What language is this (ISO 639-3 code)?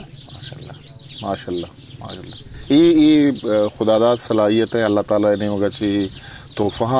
bgp